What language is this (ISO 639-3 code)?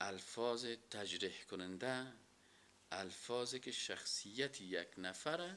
fas